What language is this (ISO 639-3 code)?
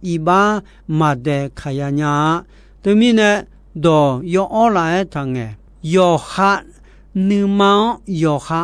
ahk